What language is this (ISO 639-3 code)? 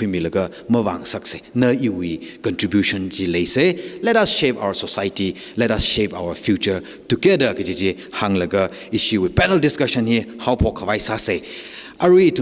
nmf